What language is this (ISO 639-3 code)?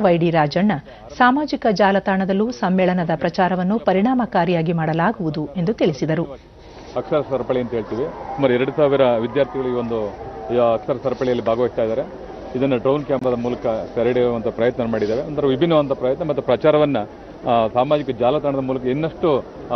kan